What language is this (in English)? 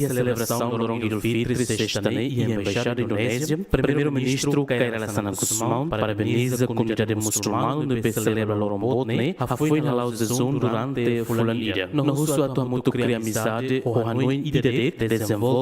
Tetum